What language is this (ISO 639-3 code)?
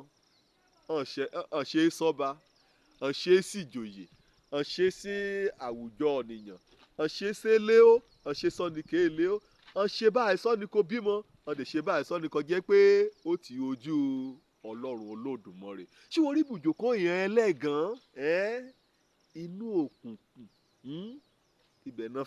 yor